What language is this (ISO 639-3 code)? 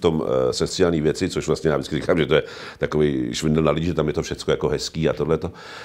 ces